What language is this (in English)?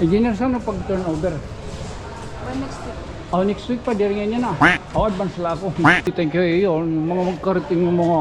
Waray